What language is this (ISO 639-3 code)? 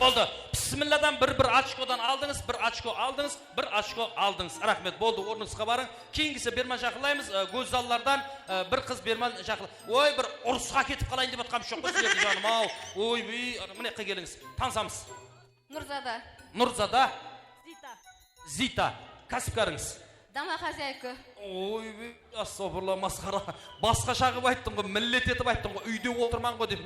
kaa